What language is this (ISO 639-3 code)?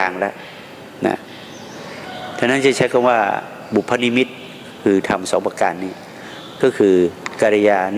tha